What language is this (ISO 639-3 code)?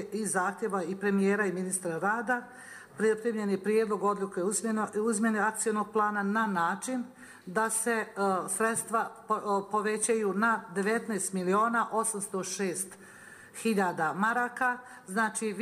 bos